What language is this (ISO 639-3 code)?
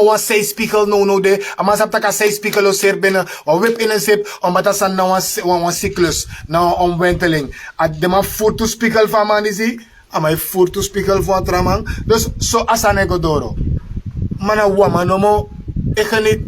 srn